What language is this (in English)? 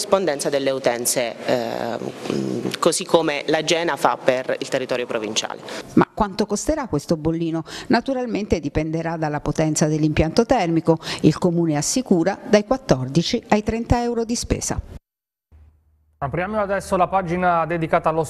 Italian